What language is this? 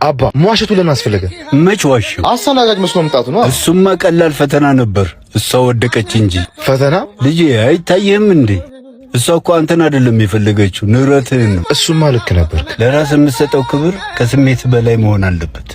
Amharic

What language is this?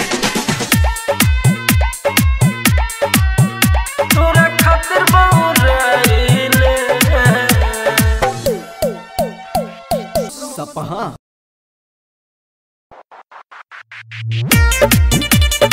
Bhojpuri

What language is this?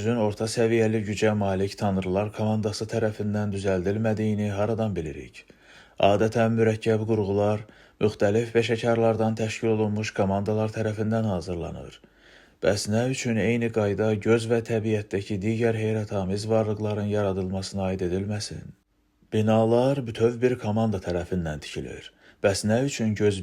Azerbaijani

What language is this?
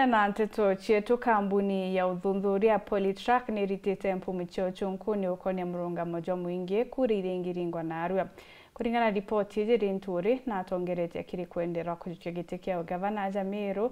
Meru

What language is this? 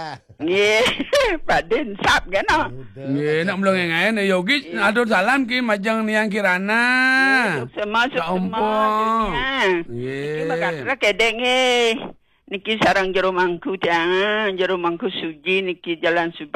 Balinese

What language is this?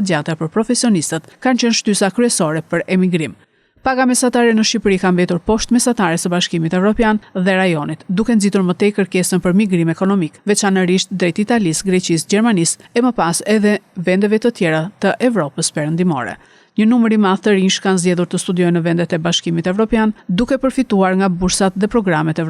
Albanian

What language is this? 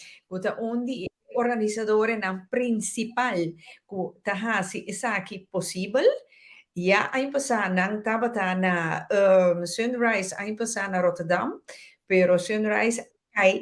Papiamento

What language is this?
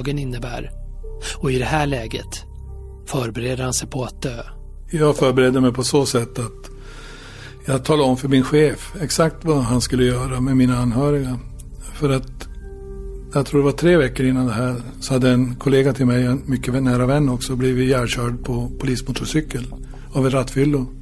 Swedish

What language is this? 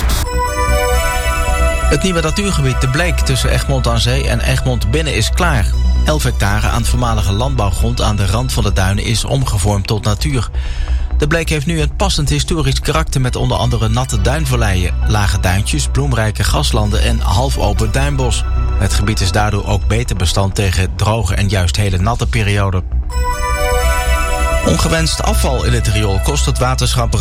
Dutch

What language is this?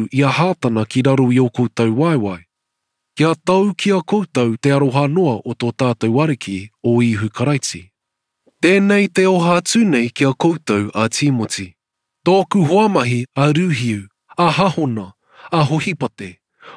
Māori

